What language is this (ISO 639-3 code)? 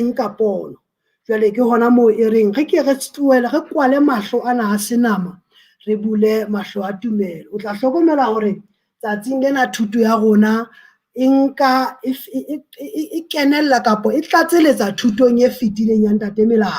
sot